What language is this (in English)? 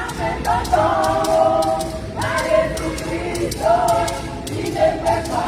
Ewe